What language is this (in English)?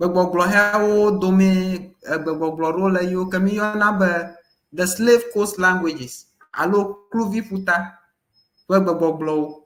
Ewe